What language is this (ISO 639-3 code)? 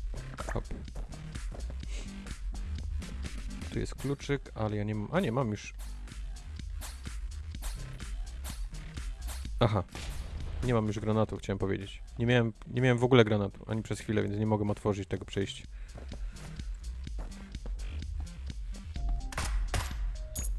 pol